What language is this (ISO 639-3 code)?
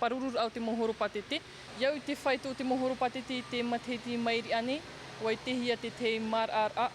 tah